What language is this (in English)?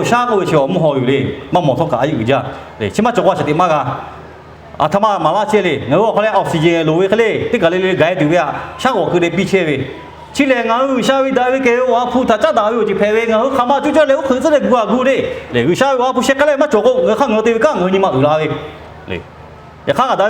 Lahu